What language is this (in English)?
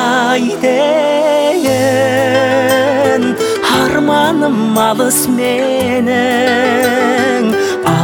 Kazakh